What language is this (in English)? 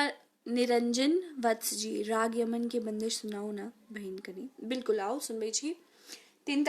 Maithili